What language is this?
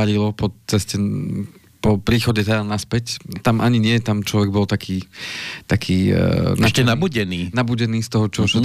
Slovak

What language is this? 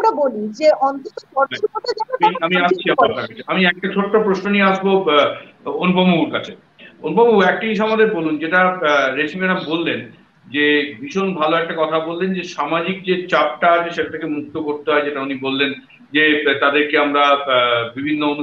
Bangla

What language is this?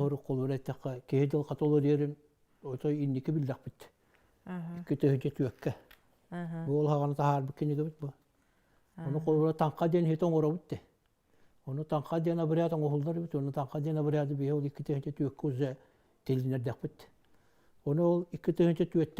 Yakut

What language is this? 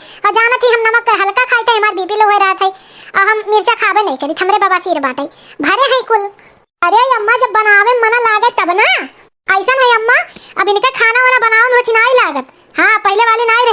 Awadhi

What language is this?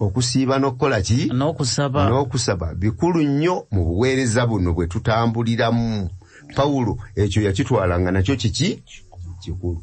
Ganda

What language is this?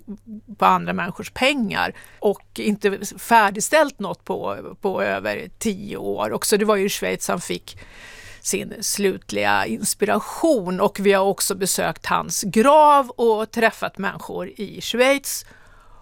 Swedish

